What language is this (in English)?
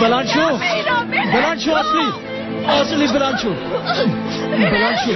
Persian